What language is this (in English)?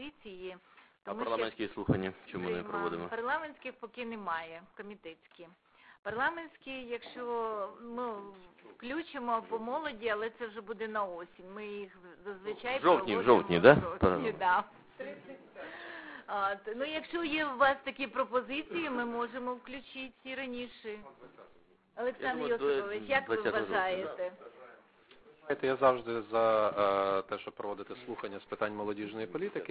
Ukrainian